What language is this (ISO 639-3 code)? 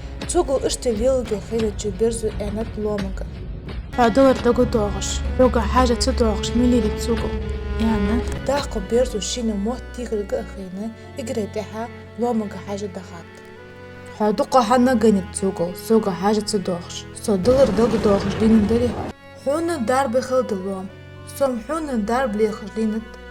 inh